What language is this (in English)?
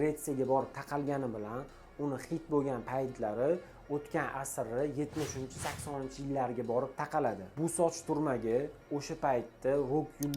Uzbek